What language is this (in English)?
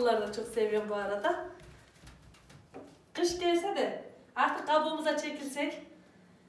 Turkish